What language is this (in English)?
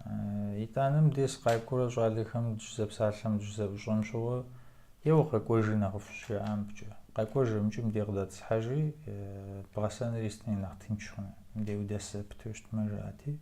Kabardian